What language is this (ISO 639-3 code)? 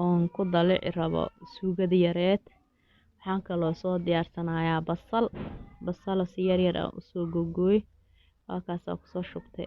som